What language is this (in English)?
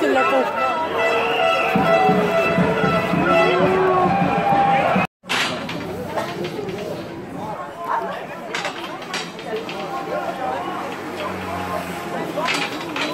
French